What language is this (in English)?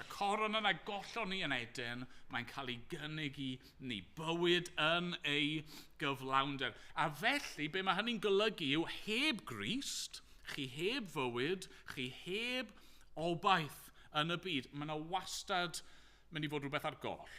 Welsh